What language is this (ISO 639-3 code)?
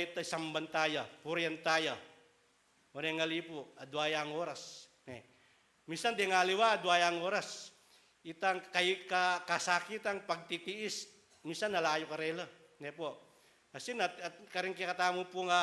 pam